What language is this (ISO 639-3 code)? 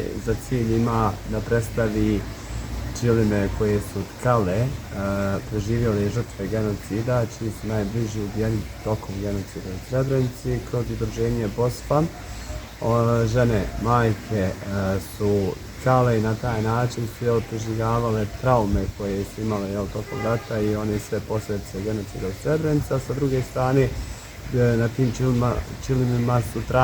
bos